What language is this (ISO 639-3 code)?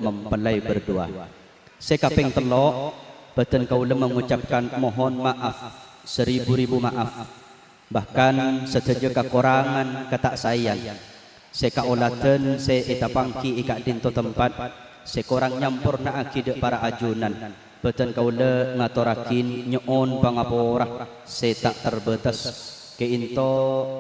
mad